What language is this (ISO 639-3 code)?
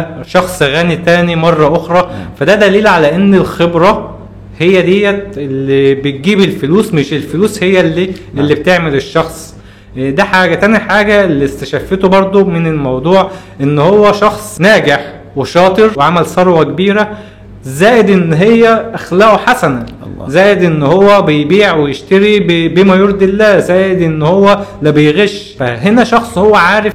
arz